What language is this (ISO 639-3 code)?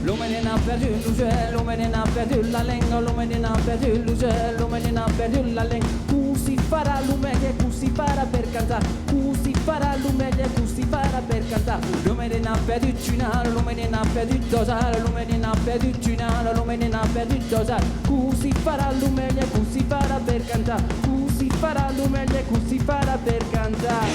oci